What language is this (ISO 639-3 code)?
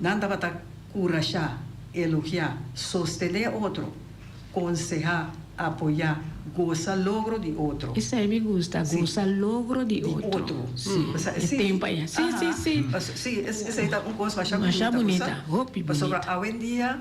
pap